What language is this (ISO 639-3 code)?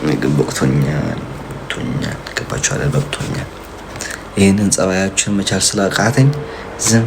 amh